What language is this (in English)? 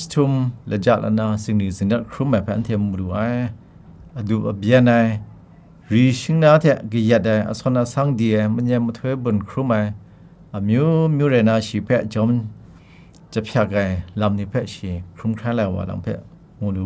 Kachin